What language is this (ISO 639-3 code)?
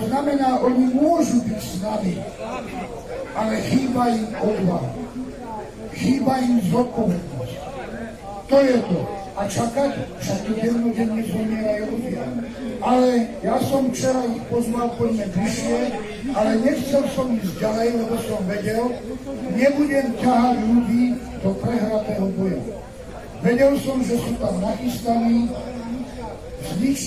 slk